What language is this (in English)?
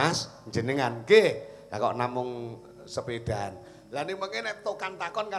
Javanese